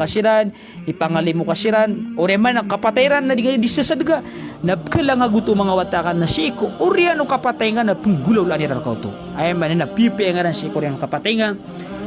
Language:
Maranao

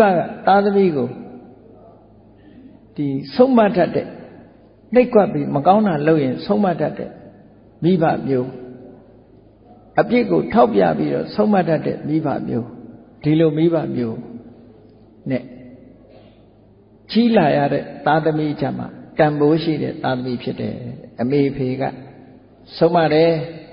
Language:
Burmese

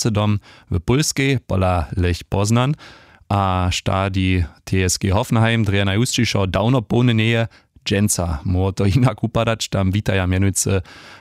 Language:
Upper Sorbian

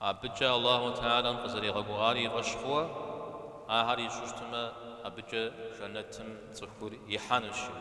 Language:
Kabardian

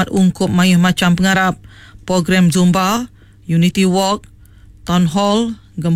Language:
Iban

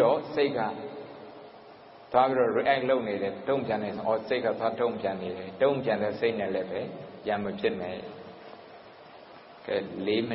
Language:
Burmese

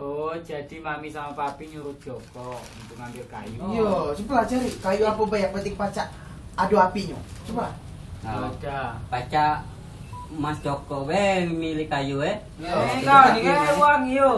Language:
Musi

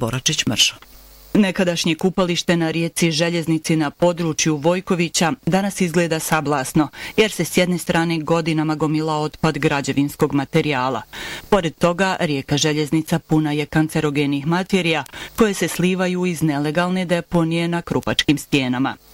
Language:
Bosnian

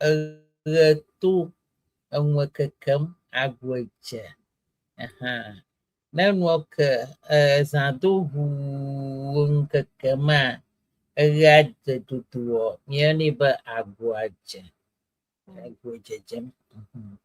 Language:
Ewe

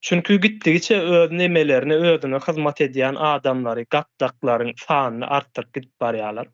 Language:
Turkmen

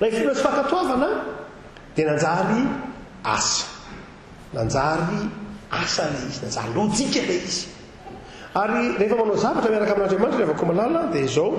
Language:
Malagasy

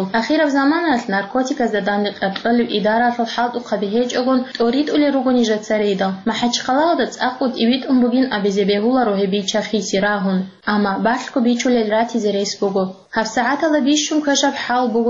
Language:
Avaric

